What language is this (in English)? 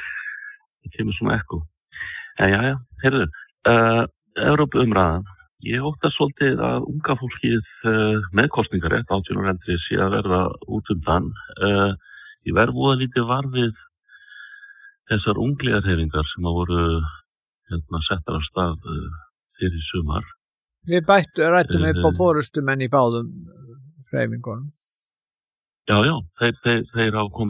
Icelandic